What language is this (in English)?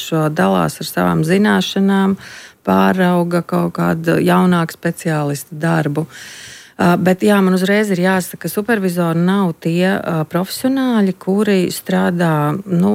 Latvian